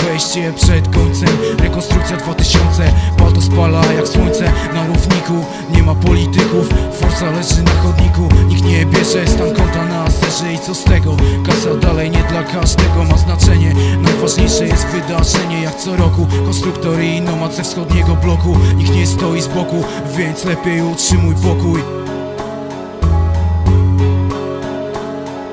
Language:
Polish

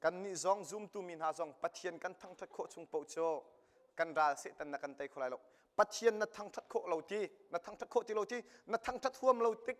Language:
Hakha Chin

